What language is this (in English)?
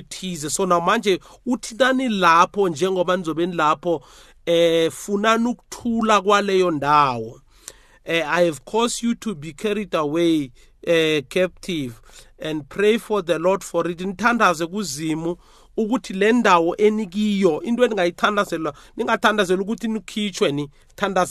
South Ndebele